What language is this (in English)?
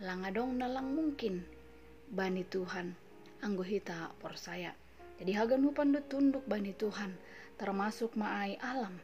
Batak Simalungun